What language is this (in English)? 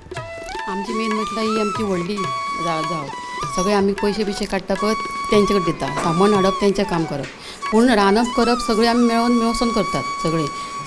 Konkani